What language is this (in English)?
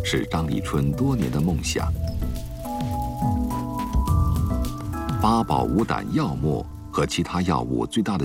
Chinese